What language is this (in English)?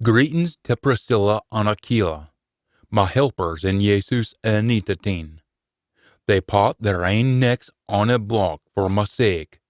Scots